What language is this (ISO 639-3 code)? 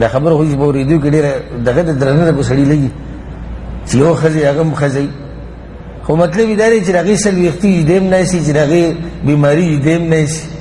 pus